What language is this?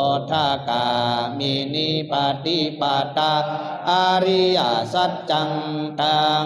Pali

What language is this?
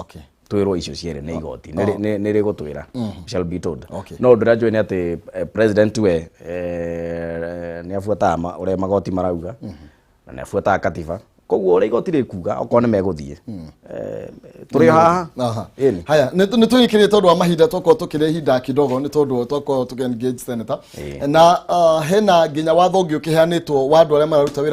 Kikuyu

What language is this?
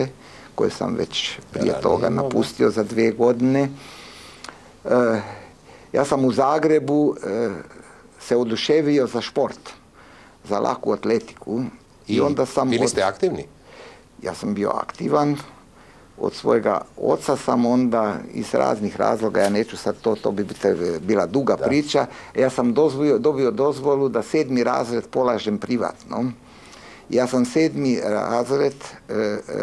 Croatian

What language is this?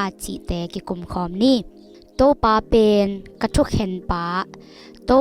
Tedim Chin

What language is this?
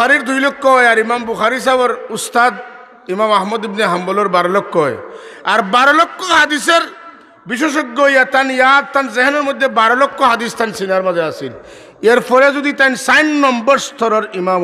Sylheti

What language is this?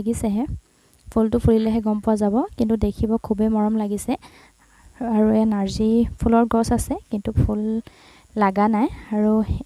Assamese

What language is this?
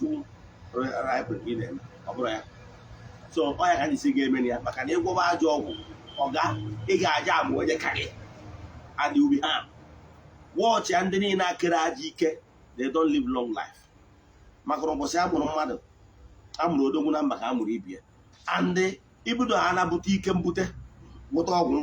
Igbo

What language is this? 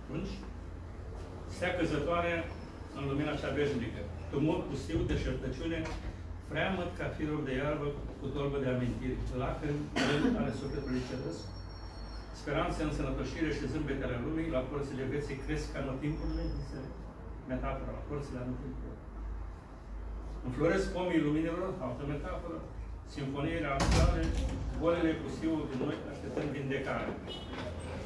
Romanian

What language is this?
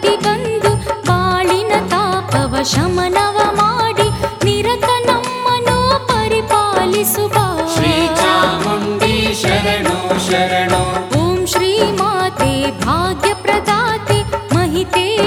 Kannada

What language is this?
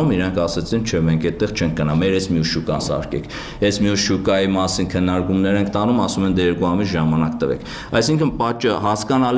Armenian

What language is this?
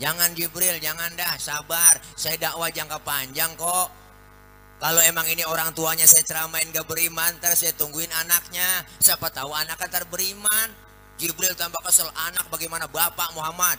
Betawi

